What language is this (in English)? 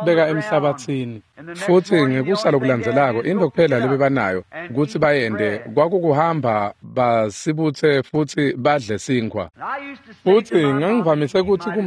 Swati